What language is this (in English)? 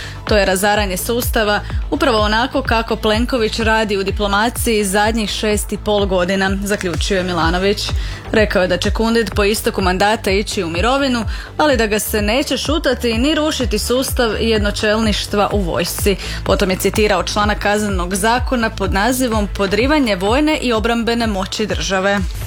Croatian